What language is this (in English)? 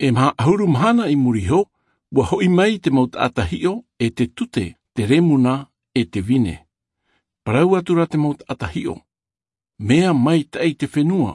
Tahitian